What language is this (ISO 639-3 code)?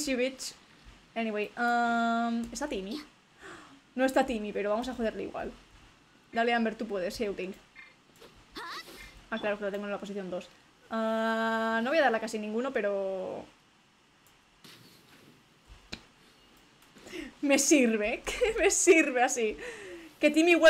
spa